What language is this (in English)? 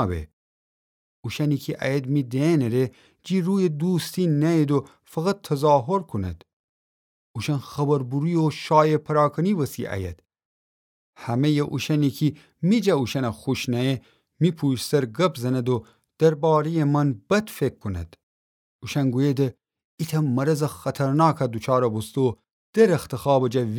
Gilaki